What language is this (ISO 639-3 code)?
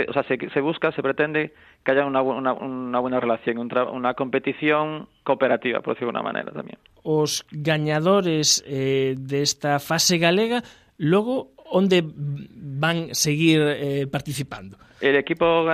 glg